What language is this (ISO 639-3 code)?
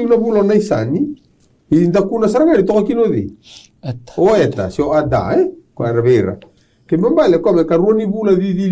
fij